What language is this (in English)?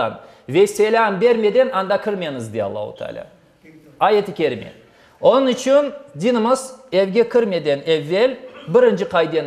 Crimean Tatar